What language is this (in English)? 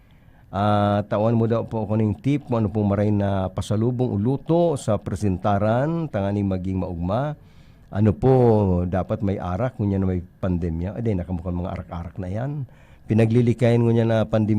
Bikol